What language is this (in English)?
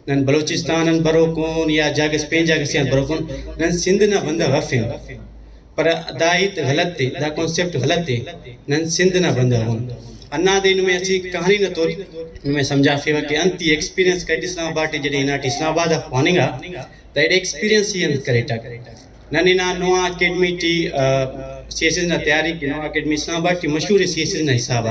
Brahui